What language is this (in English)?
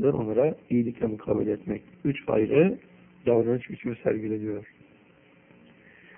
Turkish